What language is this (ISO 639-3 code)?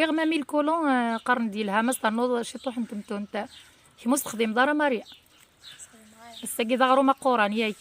kab